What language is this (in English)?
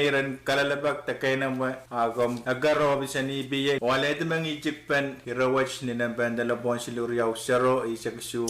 Pohnpeian